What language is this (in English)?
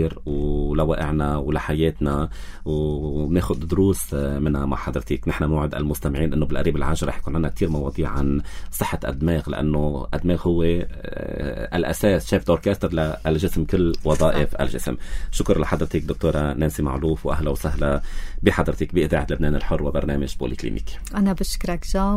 North Levantine Arabic